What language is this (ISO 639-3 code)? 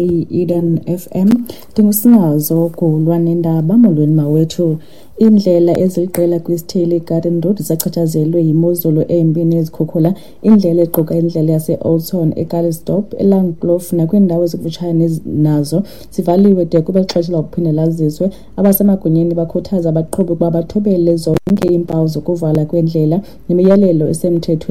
xho